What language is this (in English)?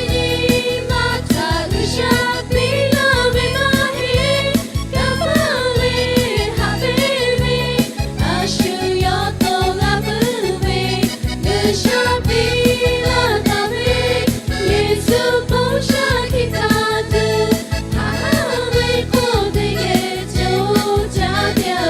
Lahu